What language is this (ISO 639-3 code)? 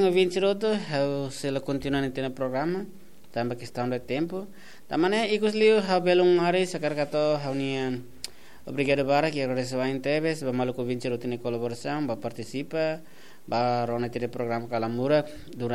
tet